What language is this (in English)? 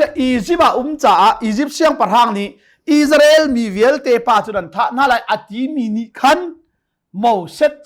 Hakha Chin